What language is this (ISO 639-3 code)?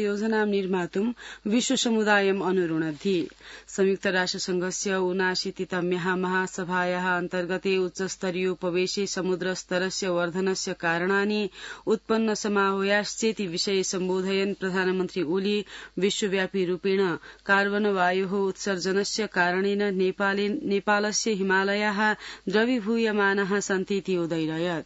san